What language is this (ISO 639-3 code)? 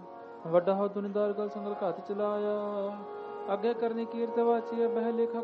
pan